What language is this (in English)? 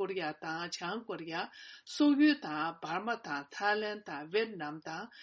Tibetan